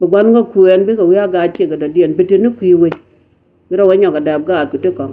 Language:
Nuer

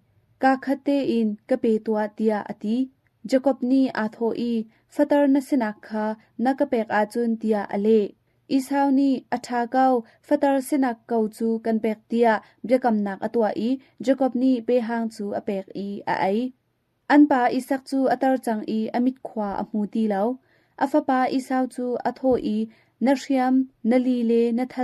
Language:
Hakha Chin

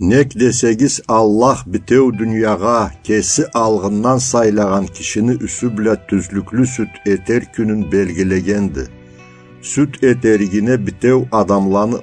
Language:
Karachay-Balkar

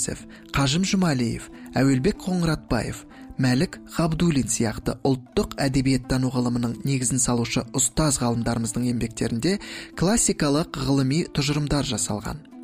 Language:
Kazakh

